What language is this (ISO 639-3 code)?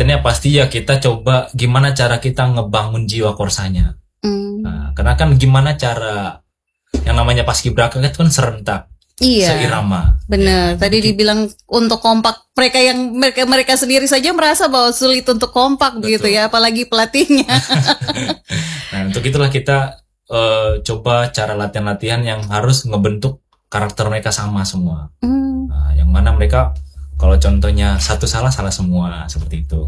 ind